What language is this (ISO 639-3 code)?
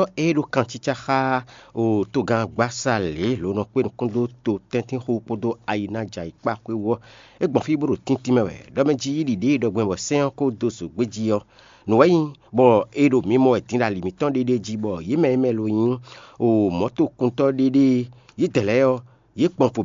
fon